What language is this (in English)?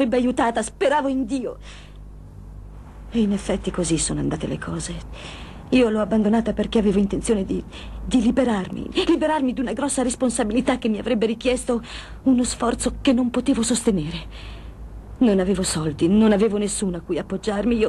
Italian